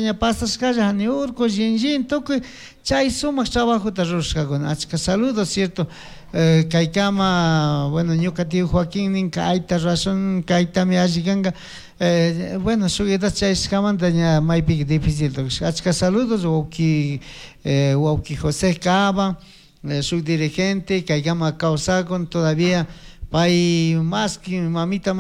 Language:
Chimborazo Highland Quichua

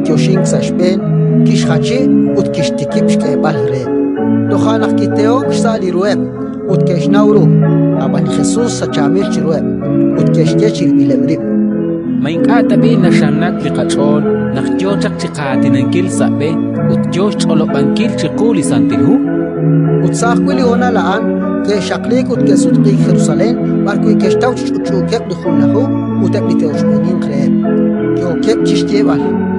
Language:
Kekchí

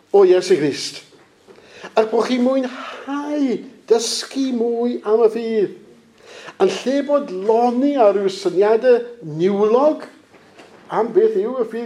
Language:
Welsh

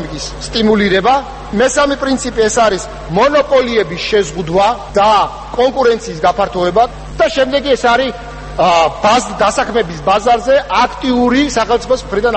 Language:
Georgian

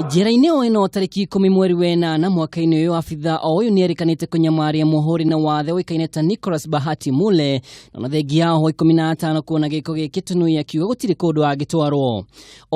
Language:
Kikuyu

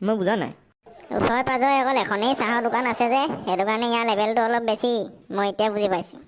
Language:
Assamese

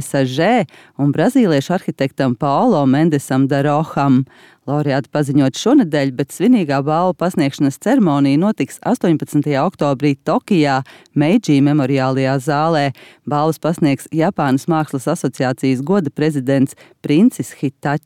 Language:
Latvian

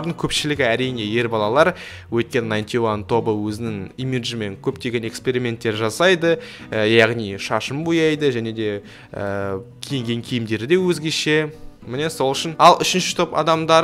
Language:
Kazakh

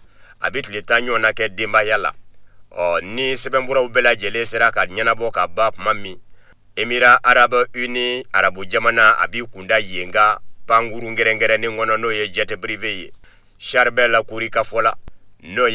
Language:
Bambara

